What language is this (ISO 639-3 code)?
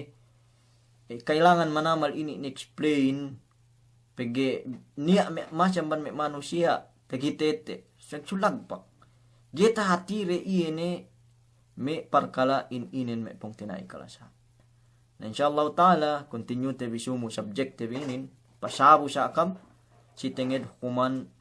yka